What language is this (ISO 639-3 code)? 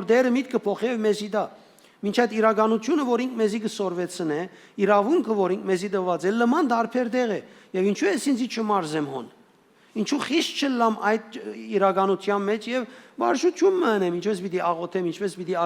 hyw